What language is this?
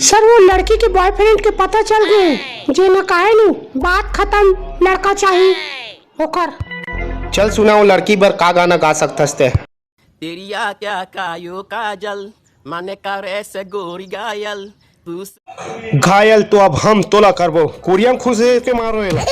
Chhattisgarhi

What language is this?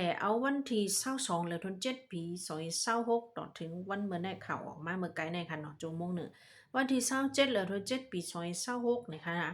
Shan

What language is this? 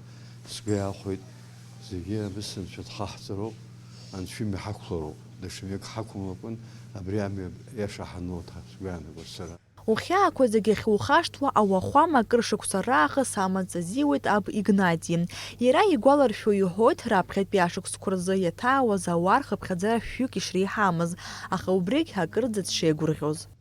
Abkhazian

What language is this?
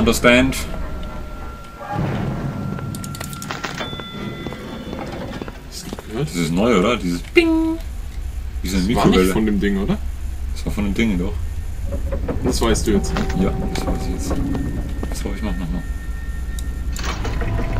German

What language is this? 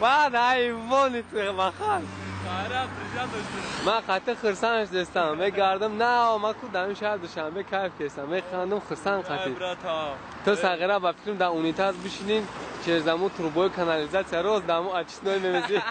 Tajik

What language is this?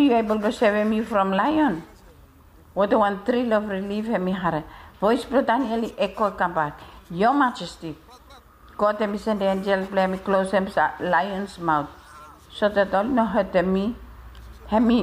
Bislama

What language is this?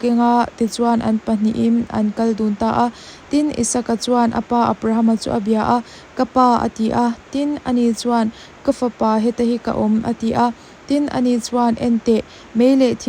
Mizo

